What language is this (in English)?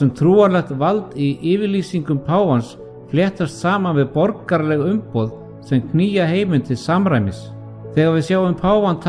Icelandic